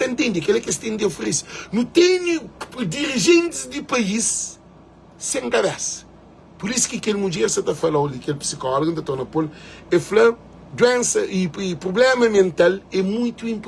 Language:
Kabuverdianu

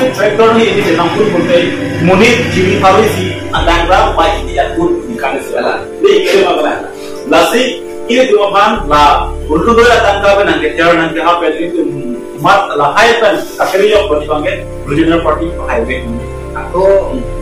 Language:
Karbi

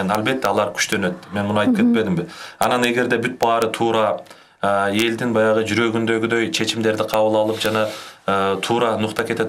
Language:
Kyrgyz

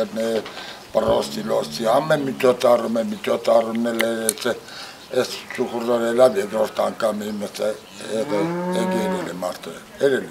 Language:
Armenian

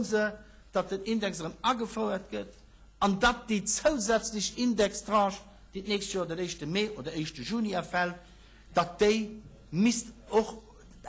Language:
Luxembourgish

